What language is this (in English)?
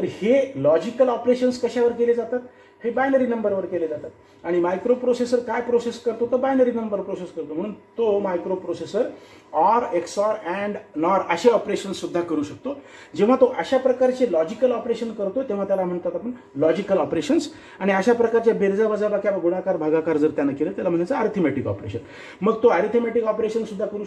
Marathi